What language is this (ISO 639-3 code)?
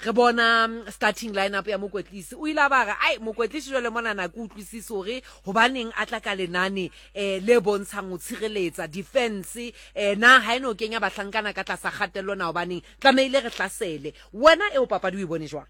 sot